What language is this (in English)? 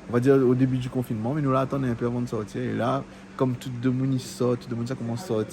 Réunion Creole French